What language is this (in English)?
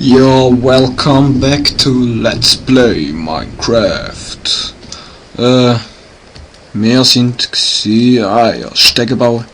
Swiss German